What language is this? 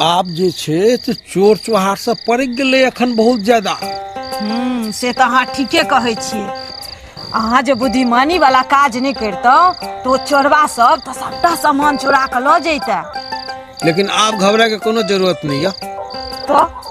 Maithili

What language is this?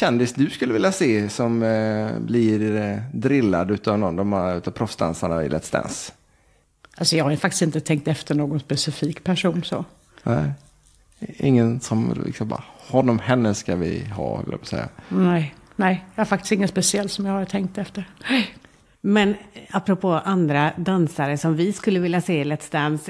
Swedish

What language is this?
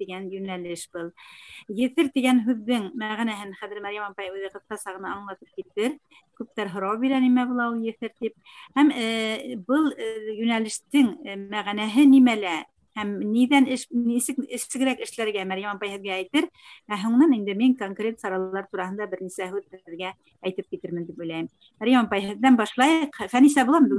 Bashkir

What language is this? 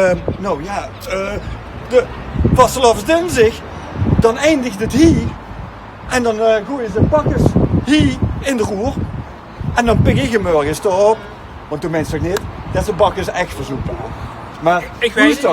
Limburgish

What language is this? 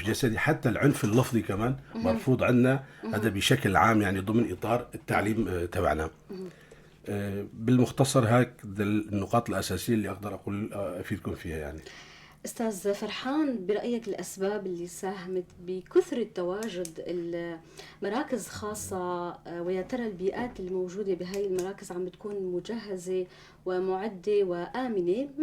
North Levantine Arabic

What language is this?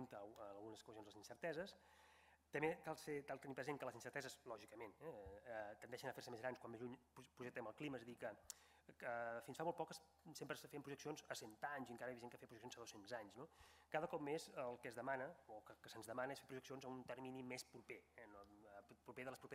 Catalan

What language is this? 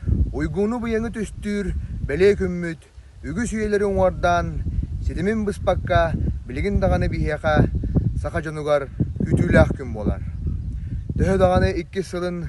Yakut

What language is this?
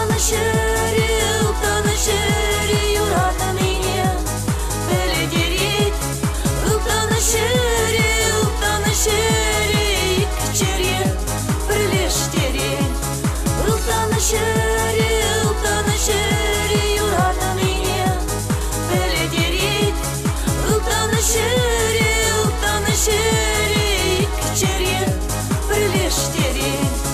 Chuvash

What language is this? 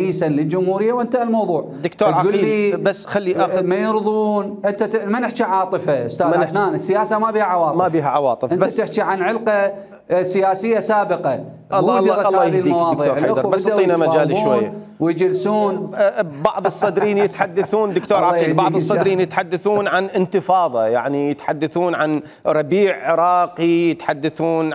Mesopotamian Arabic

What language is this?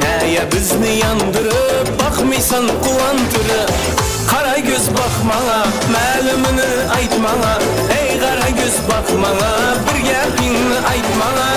Kara-Kalpak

